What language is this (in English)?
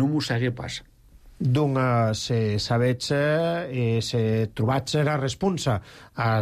Catalan